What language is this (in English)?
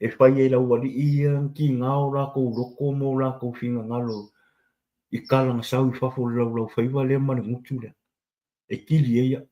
Samoan